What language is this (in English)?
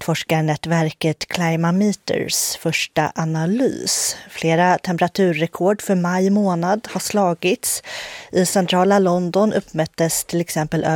Swedish